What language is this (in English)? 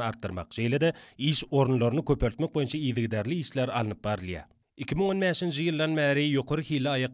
Turkmen